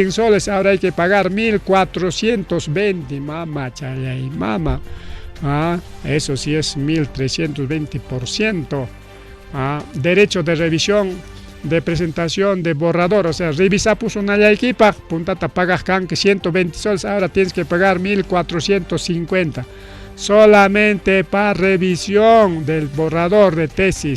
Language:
Ayacucho Quechua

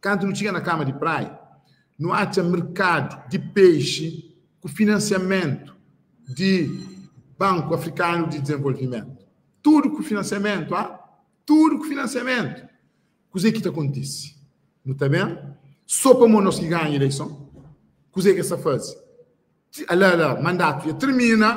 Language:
Kabuverdianu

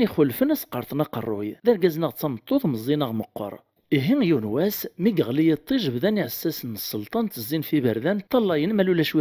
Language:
Kabyle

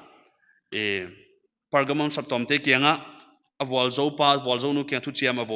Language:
Paite Chin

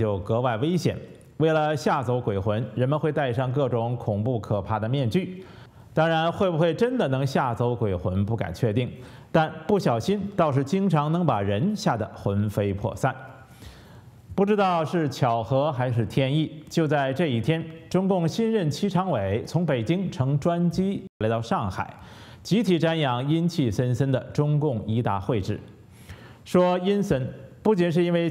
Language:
Chinese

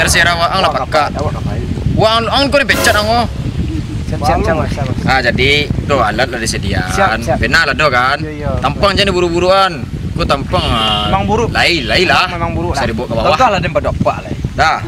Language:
Minangkabau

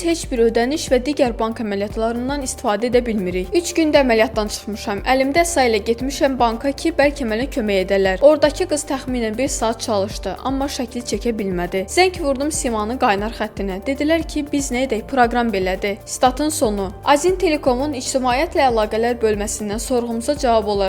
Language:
Azerbaijani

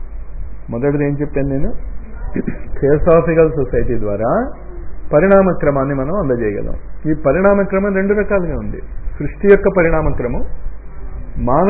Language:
Telugu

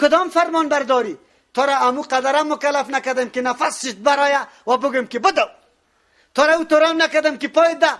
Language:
Persian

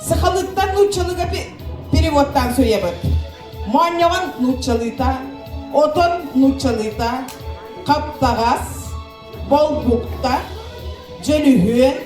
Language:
Yakut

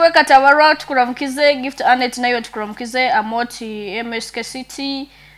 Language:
Nyankole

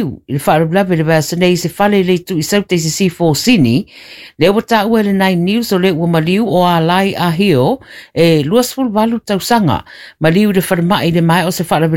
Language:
Samoan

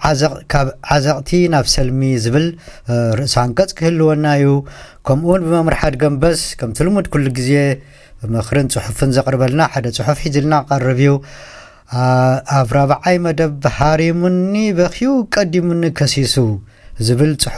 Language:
Tigrinya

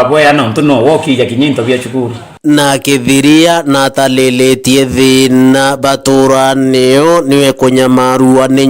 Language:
Meru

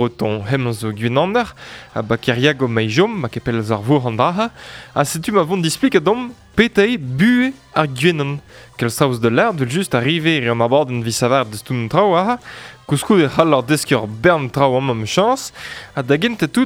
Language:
Breton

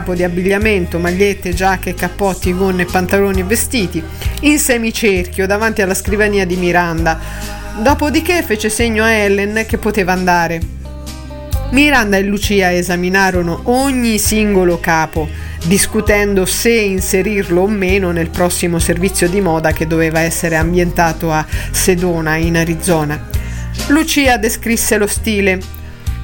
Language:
Italian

